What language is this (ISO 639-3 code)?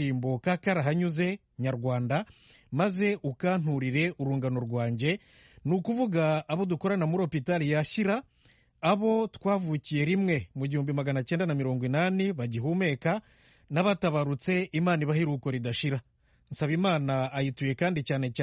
kin